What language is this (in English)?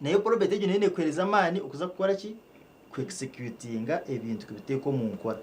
Nyankole